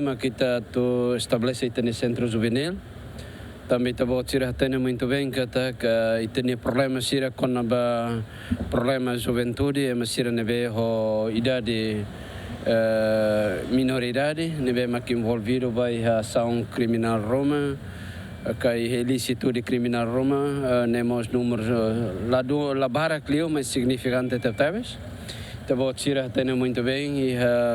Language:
Tetum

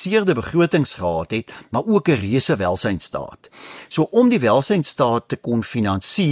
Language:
Afrikaans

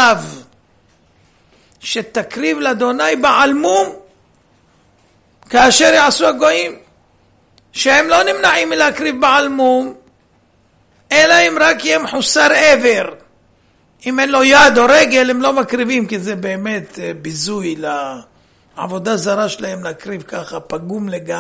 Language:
Hebrew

